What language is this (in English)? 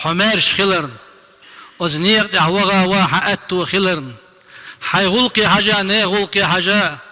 Chechen